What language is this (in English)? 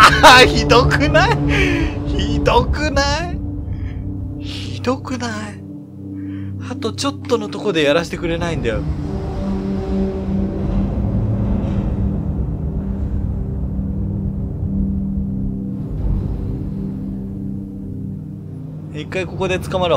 Japanese